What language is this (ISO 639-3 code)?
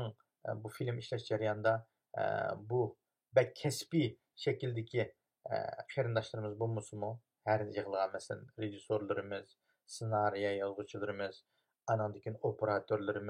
uig